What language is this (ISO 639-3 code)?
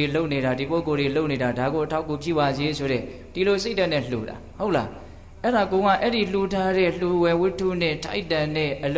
mya